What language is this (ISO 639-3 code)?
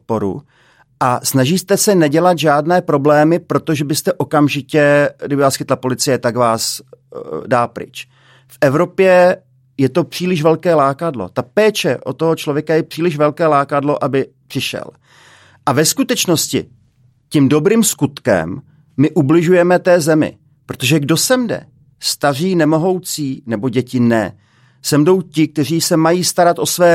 ces